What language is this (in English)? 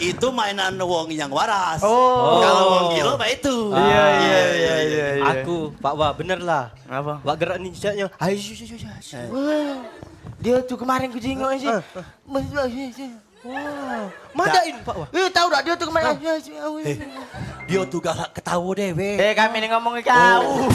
Musi